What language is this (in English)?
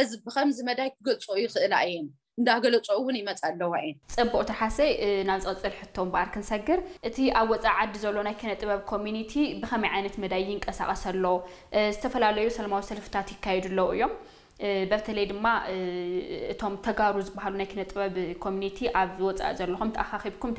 Tigrinya